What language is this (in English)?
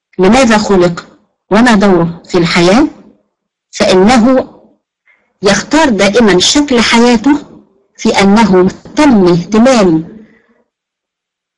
Arabic